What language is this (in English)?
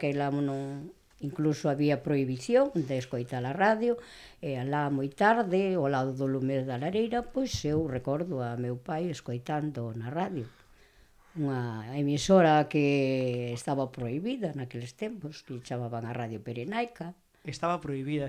Galician